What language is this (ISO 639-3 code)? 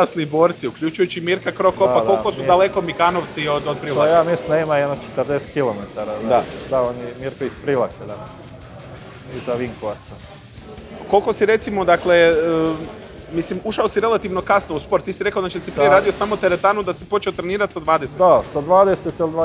hrv